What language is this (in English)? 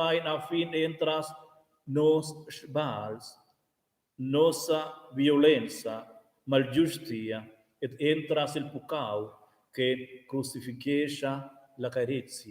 Romansh